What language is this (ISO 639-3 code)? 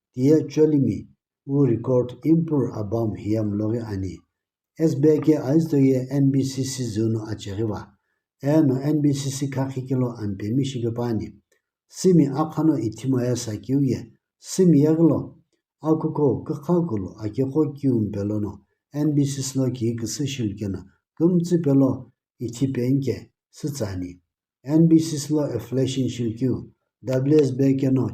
nsm